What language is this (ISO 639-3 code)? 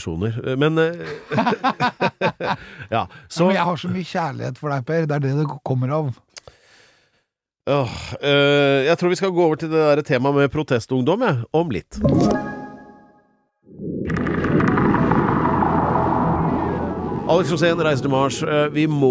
nor